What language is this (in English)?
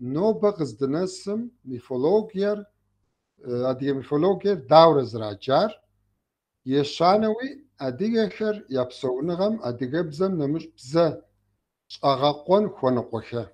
Kabardian